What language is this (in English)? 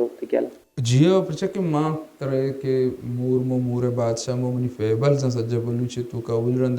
Baluchi